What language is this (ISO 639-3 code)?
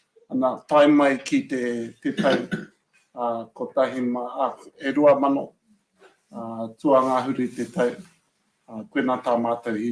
mri